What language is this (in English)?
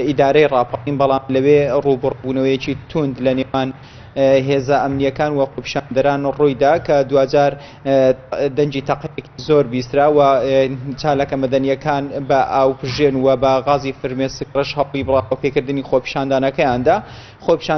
Central Kurdish